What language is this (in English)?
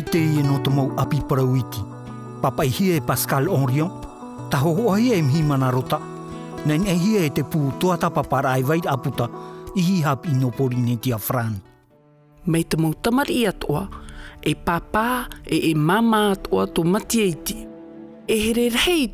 Tahitian